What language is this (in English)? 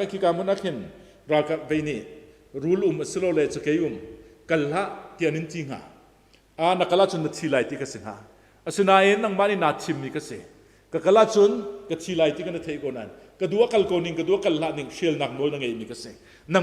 Hakha Chin